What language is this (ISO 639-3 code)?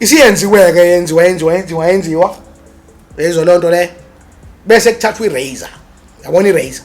zul